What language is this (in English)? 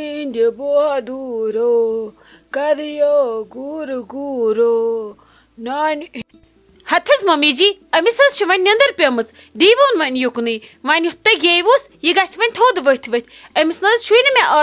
Kashmiri